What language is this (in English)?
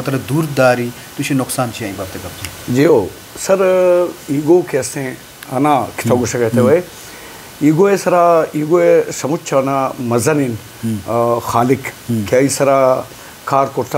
Eastern Balochi